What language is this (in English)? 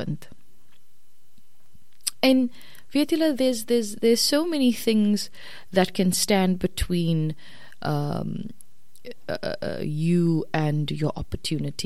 Afrikaans